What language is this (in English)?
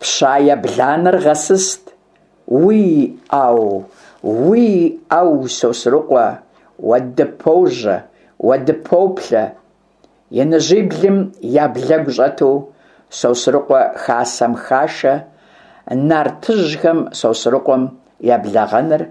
Kabardian